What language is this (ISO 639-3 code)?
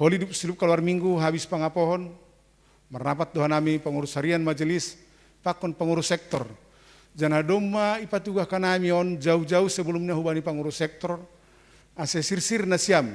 bts